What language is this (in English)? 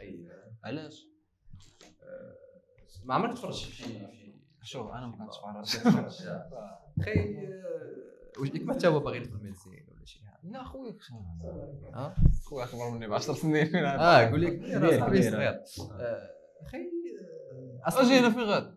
Moroccan Arabic